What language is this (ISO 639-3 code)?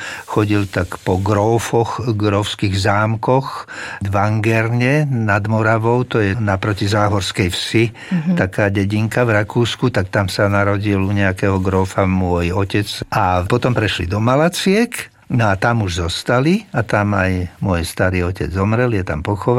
slk